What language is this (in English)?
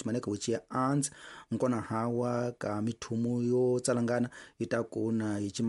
Tsonga